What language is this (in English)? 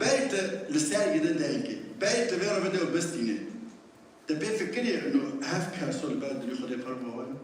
Kurdish